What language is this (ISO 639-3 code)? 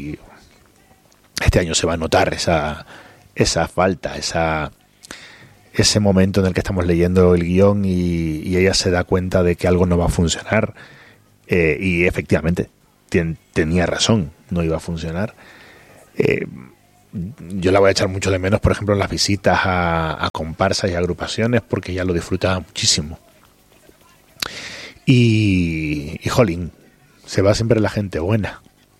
spa